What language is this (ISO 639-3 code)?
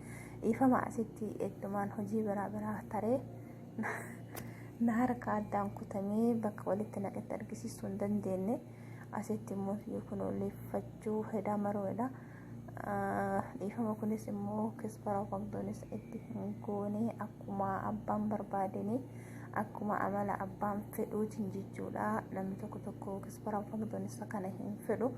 orm